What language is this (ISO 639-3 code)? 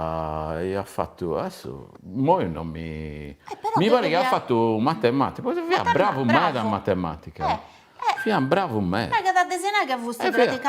srd